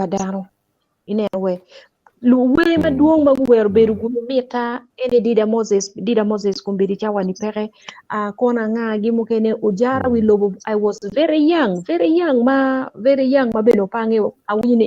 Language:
Acoli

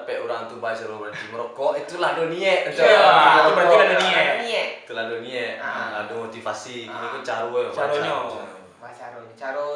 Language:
Minangkabau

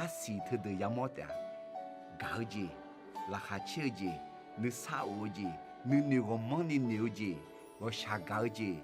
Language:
Akha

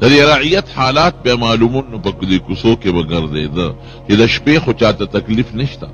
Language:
Pashto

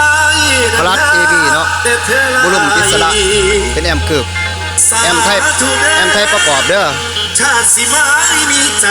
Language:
Lao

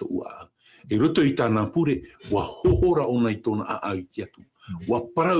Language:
Tahitian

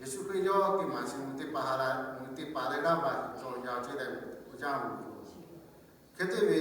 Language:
Lahu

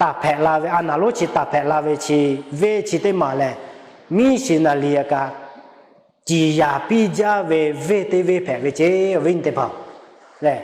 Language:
Lahu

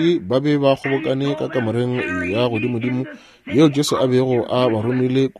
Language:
Northern Sotho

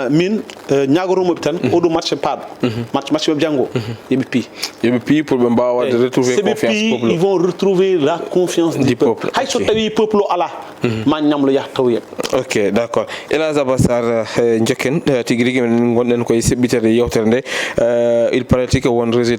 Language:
Fula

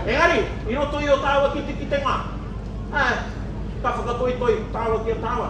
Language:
Māori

